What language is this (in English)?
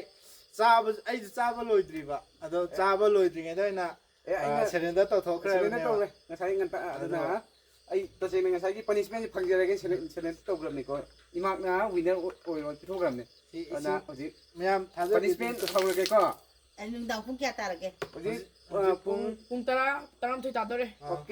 Manipuri